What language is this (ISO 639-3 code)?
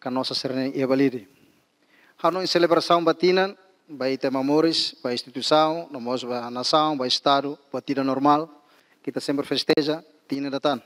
tet